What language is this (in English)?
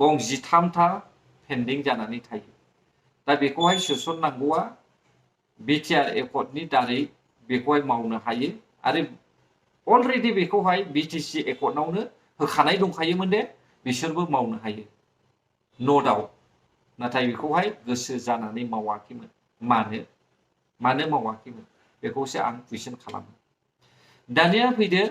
Bodo